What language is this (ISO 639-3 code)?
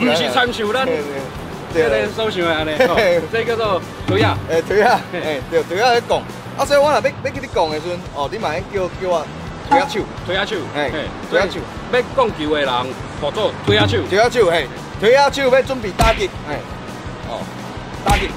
nan